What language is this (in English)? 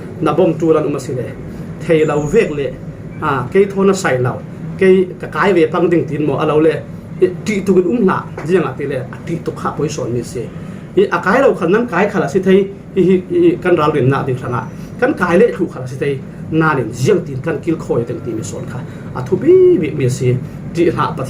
Falam Chin